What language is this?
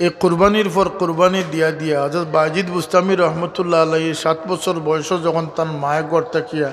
Sylheti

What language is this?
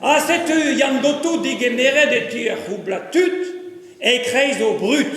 Breton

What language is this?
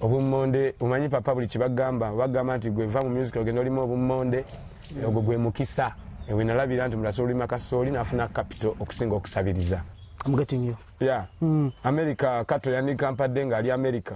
Ganda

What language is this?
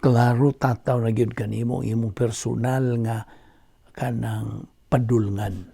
Cebuano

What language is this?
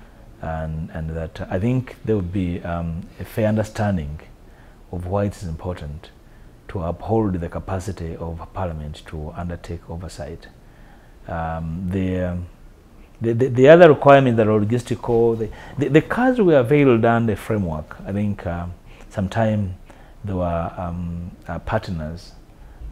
English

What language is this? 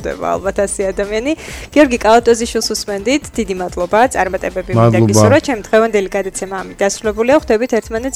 Georgian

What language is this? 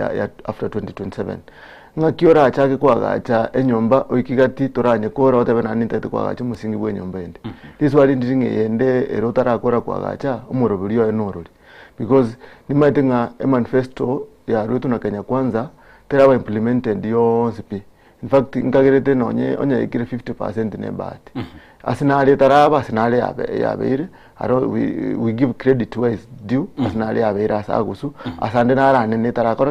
Gusii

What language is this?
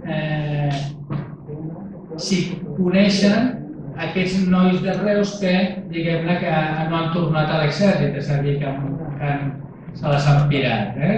Catalan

